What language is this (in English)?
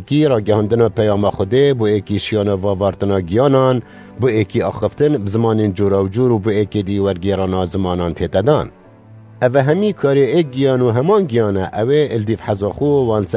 Kurdish